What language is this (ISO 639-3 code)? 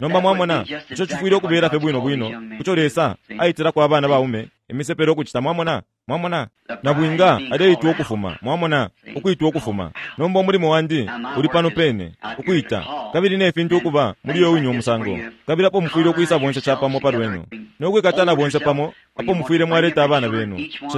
bem